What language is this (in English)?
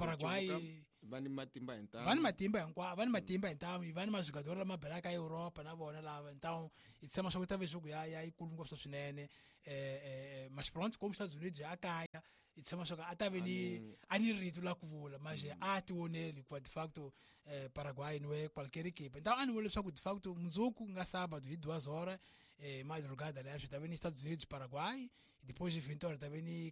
Tsonga